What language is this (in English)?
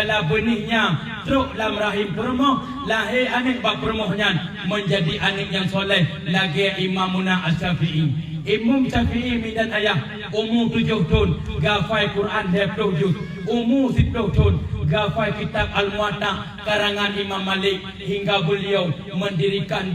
Achinese